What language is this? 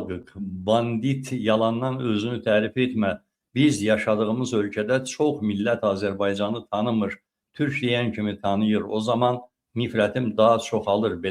Azerbaijani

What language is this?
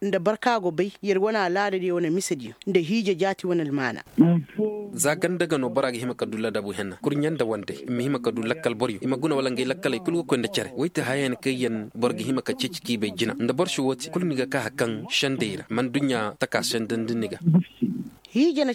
Koyraboro Senni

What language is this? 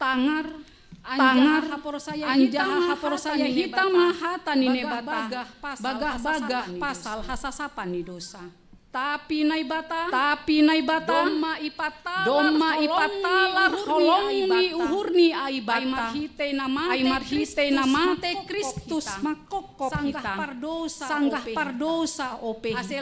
Batak Simalungun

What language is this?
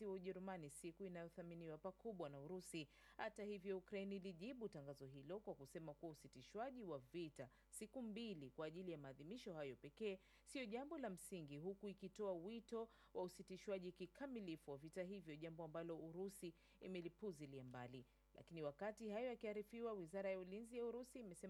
Swahili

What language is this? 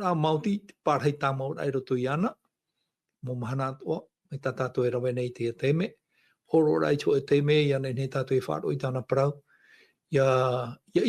Tahitian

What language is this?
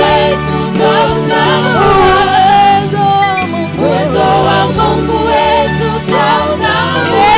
Swahili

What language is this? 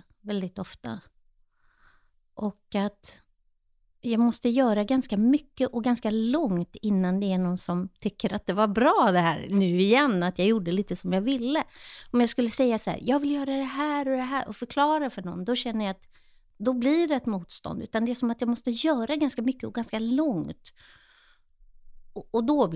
Swedish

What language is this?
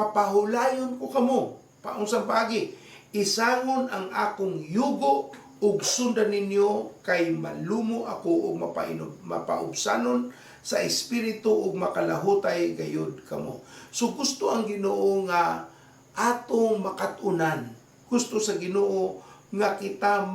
Cebuano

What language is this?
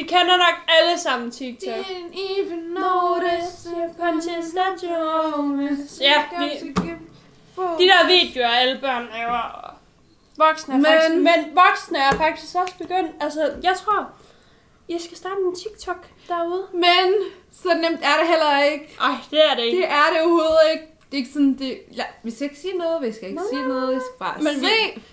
Danish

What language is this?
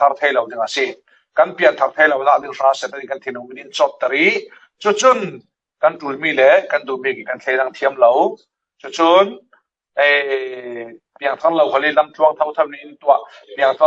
Falam Chin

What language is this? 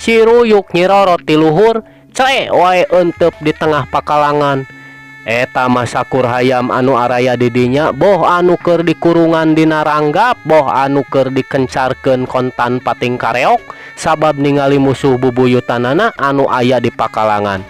Sundanese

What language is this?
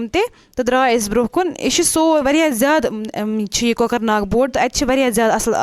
Kashmiri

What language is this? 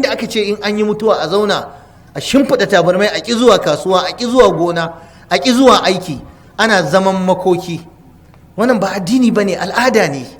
Hausa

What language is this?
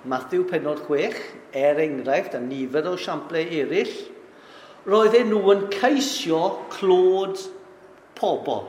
Welsh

